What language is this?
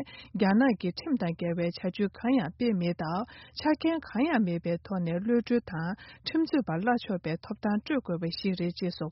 Tibetan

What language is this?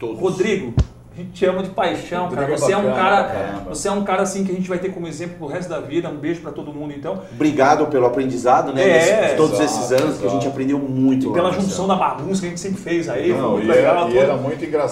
Portuguese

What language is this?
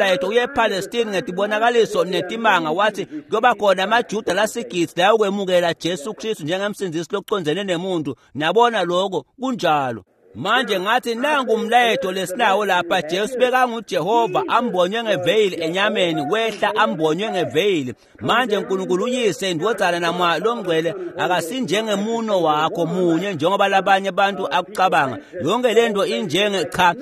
Swati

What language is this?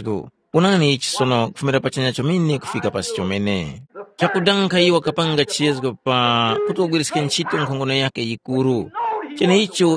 Tumbuka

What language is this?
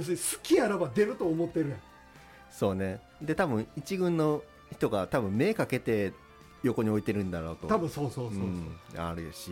Japanese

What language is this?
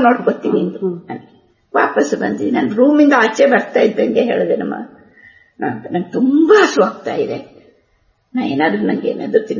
Kannada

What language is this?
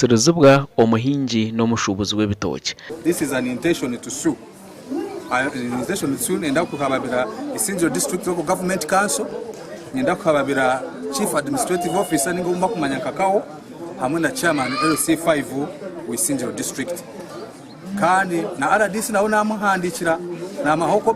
Nyankole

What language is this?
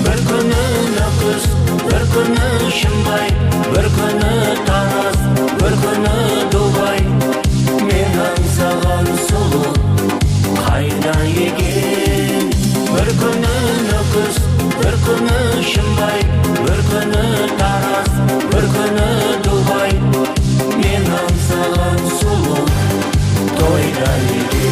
Kara-Kalpak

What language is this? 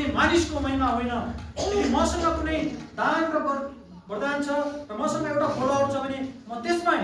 Nepali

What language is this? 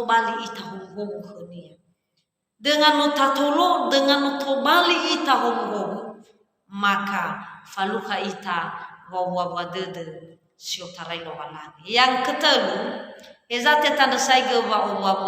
Nias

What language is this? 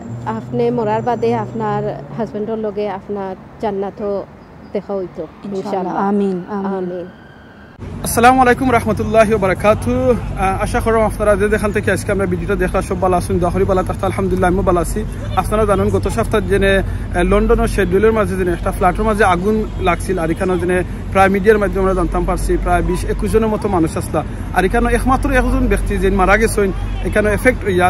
Sylheti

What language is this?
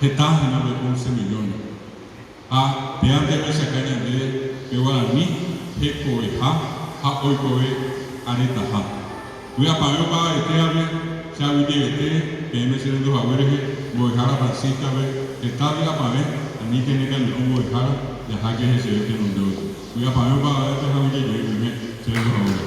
Guarani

